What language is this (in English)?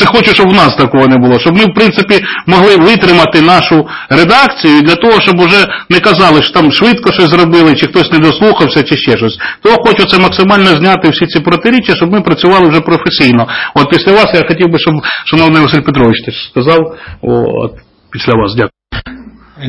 Ukrainian